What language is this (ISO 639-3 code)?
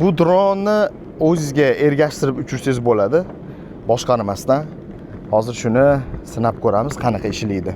uzb